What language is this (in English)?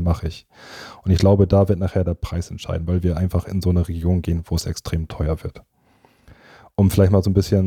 German